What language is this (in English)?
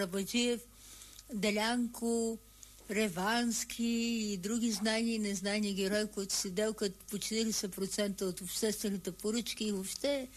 Bulgarian